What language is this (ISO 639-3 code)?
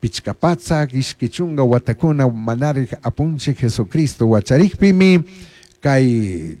qug